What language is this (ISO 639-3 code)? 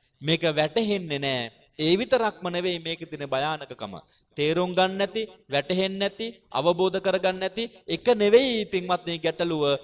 sin